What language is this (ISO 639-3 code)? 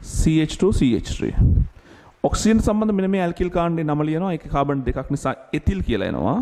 sin